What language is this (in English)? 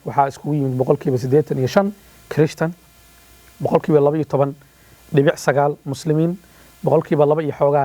Somali